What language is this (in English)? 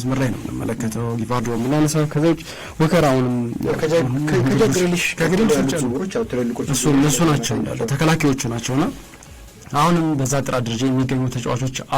Amharic